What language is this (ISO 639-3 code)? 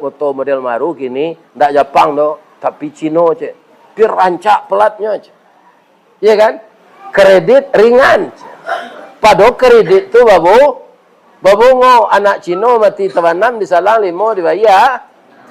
min